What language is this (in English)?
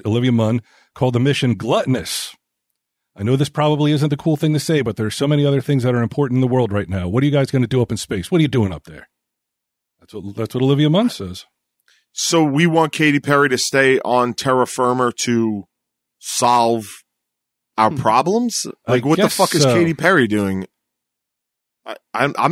English